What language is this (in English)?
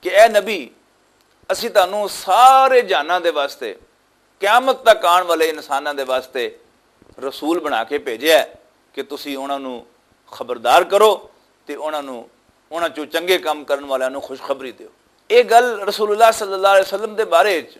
Western Panjabi